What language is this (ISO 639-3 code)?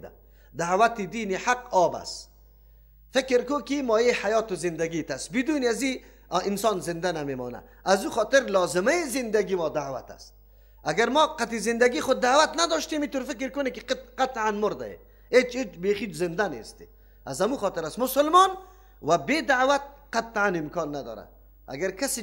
fas